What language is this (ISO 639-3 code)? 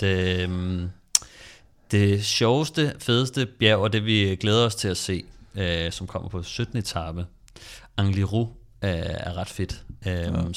dan